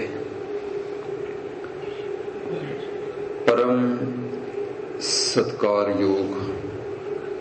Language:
Punjabi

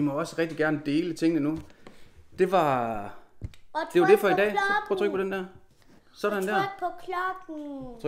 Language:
Danish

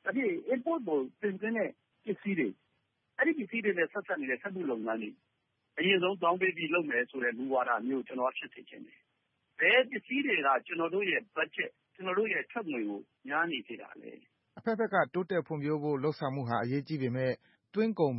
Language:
Burmese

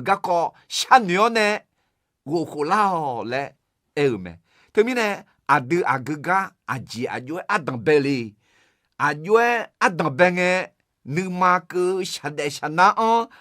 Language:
Akha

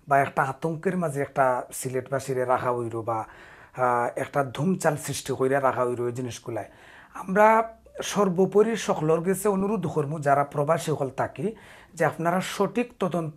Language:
Sylheti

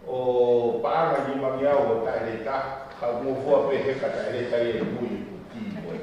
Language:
Tongan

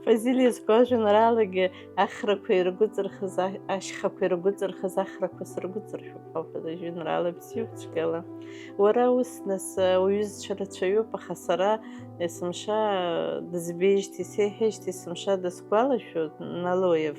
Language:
Abkhazian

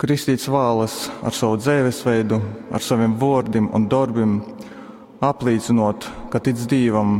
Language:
Latgalian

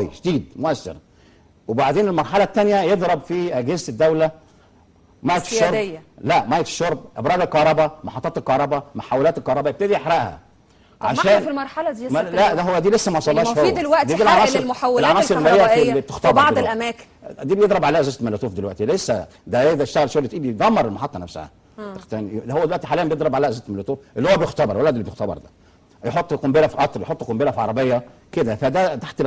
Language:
Egyptian Arabic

